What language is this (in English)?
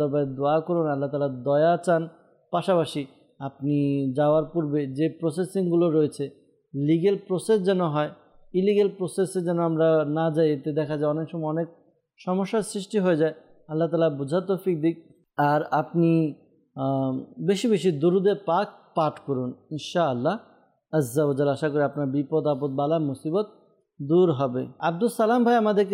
Bangla